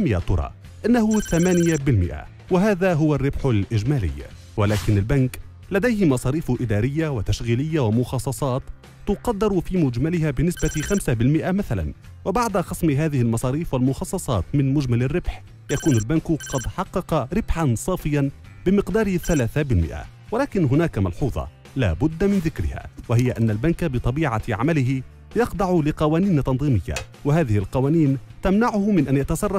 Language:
Arabic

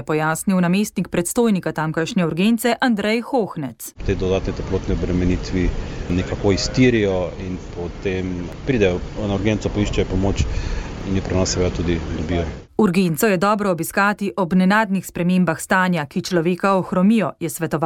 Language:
Slovenian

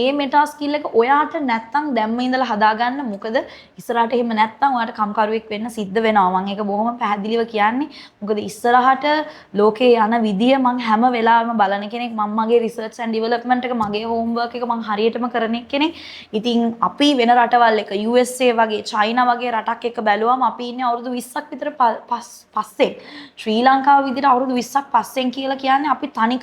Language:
Sinhala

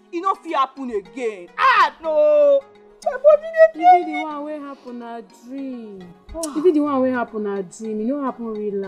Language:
Nigerian Pidgin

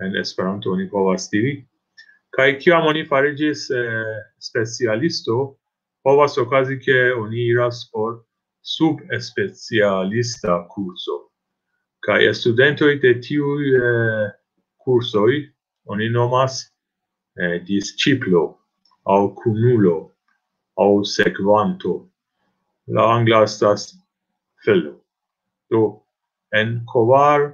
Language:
Esperanto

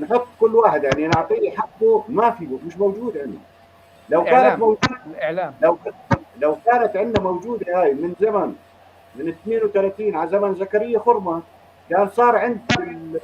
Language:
North Levantine Arabic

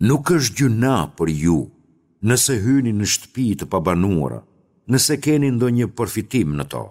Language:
Albanian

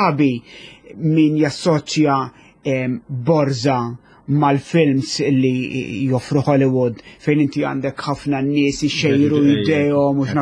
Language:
Maltese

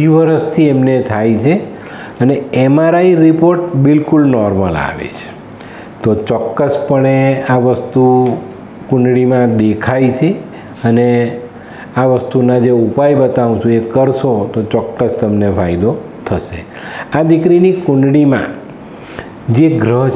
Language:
Gujarati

